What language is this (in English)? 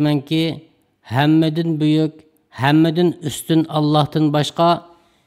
Uyghur